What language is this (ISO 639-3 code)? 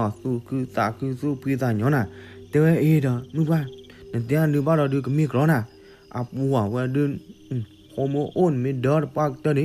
ksw